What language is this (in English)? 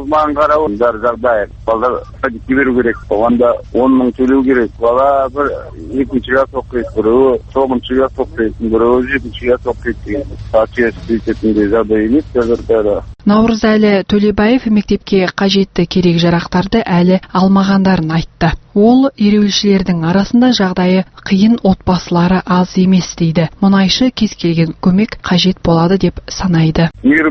Kazakh